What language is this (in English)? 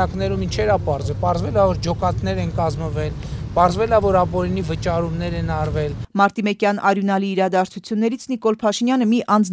Armenian